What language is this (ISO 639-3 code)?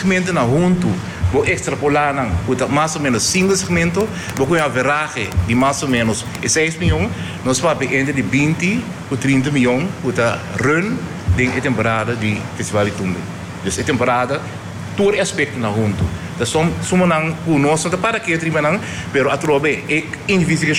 pap